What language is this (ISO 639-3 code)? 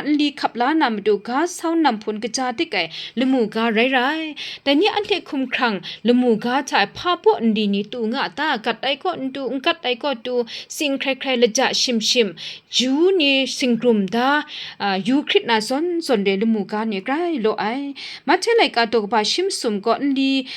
kac